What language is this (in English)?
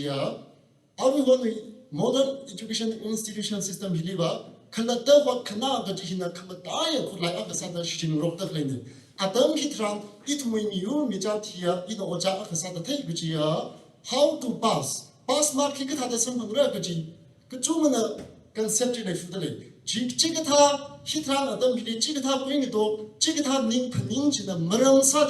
Tangkhul Naga (India)